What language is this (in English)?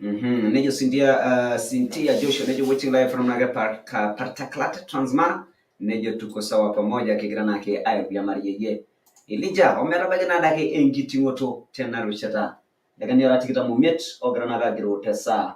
Masai